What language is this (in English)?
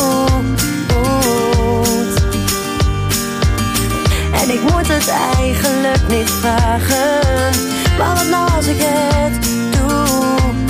Dutch